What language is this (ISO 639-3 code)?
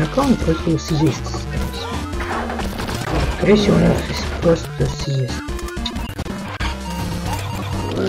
rus